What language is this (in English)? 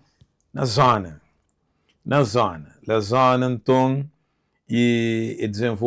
Kabuverdianu